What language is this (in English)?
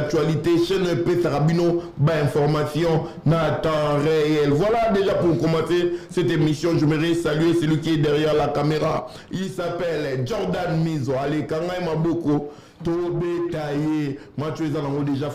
Lingala